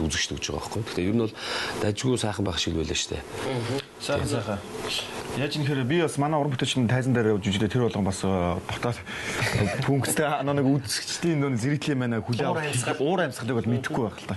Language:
Mongolian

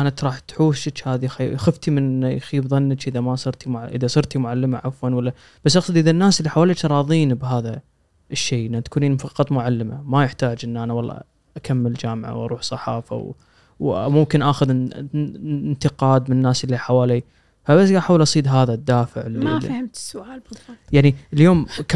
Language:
Gulf Arabic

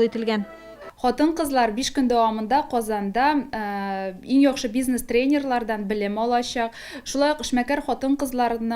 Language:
Tatar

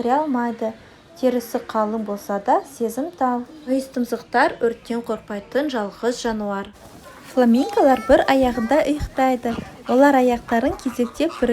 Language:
Kazakh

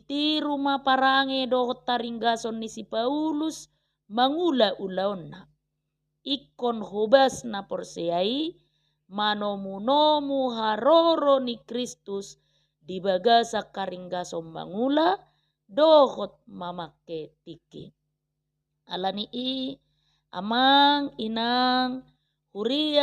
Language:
Batak Toba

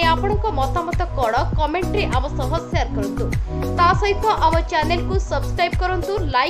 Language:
Odia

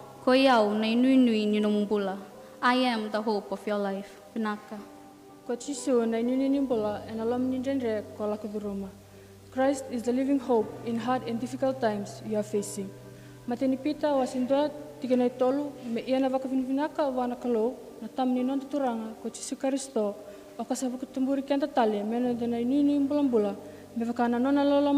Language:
Fijian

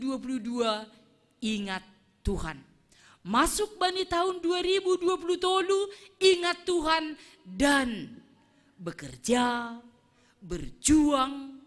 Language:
Batak Simalungun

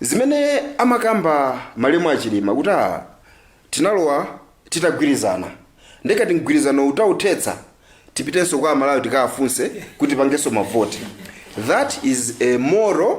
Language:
Nyanja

